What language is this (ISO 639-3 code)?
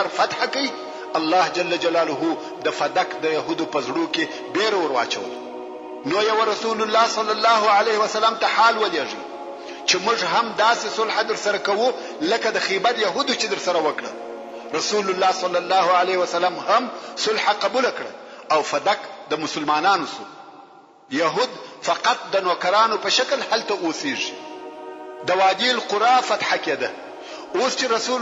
pus